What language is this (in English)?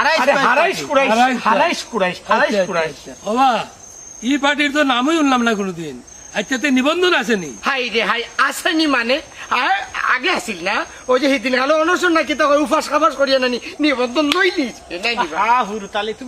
Sylheti